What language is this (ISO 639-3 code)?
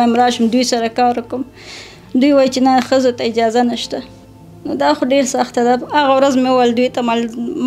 pus